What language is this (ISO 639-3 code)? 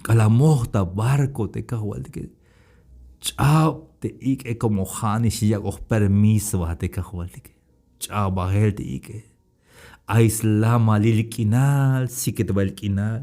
tzh